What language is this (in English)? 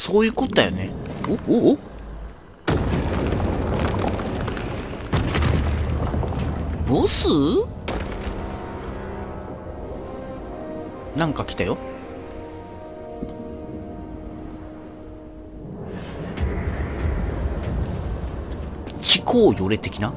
Japanese